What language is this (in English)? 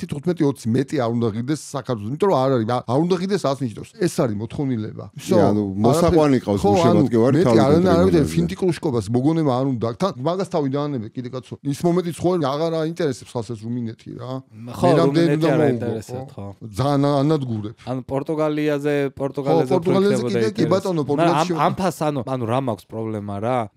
Georgian